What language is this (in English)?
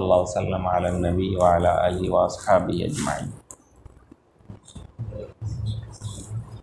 Arabic